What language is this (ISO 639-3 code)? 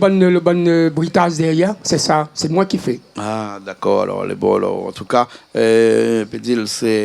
rcf